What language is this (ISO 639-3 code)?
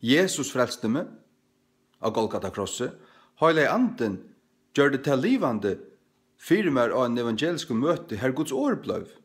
fao